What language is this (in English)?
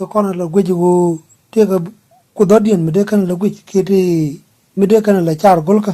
Nuer